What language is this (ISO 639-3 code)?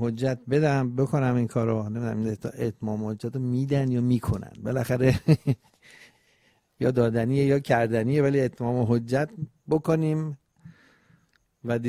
fas